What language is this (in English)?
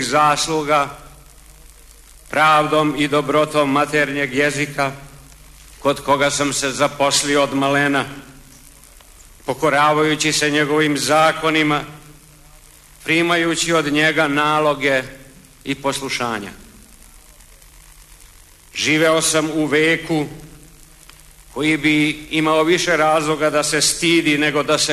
Serbian